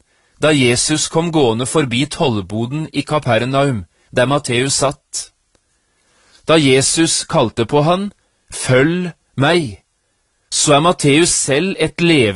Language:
Norwegian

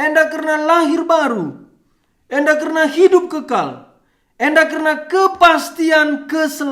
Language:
Batak Karo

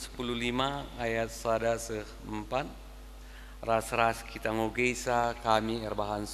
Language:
Batak Karo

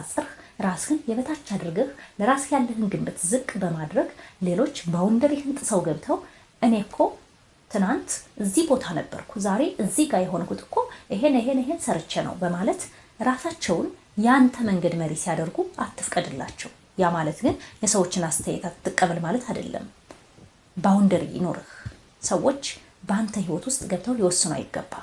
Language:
Amharic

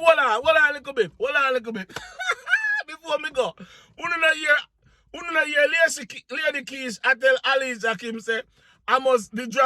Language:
Jamaican Creole English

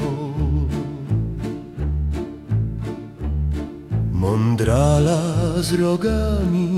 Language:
Polish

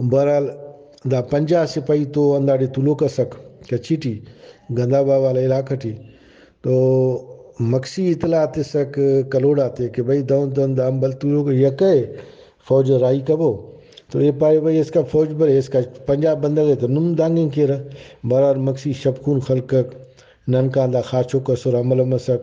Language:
Brahui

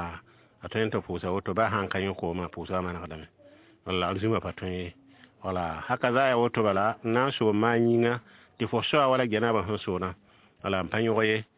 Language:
Mossi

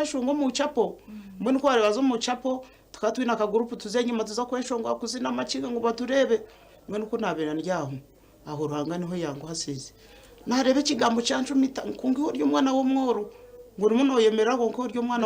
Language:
Nyankole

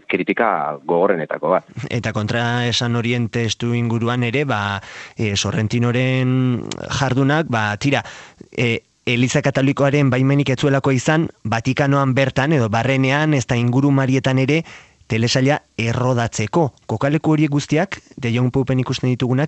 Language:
Basque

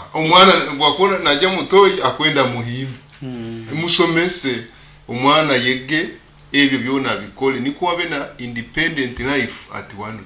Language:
Nyoro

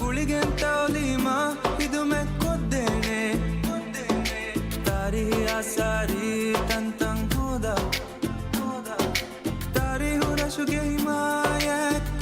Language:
Divehi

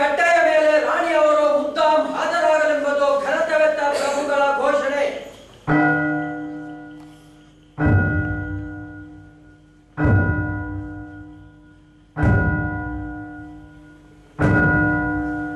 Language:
Kannada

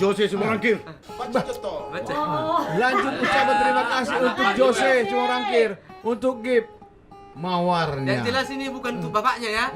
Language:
Batak Toba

